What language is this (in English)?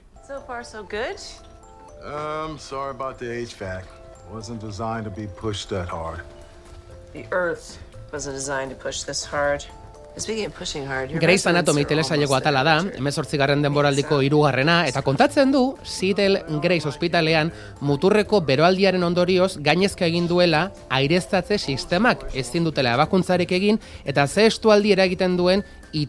Basque